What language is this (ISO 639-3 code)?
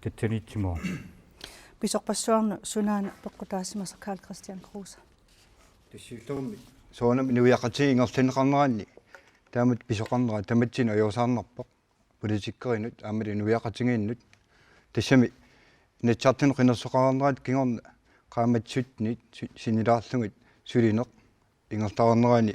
kal